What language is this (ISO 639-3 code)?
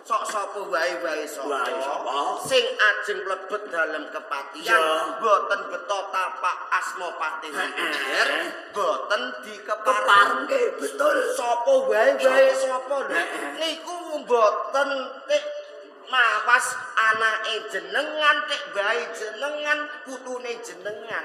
jav